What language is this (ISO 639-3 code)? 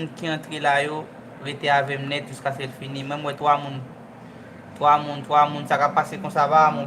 hat